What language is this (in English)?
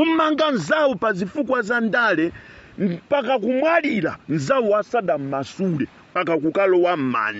Nyanja